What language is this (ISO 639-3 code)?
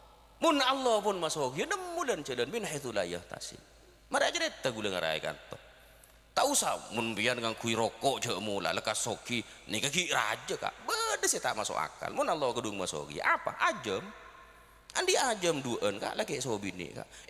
mad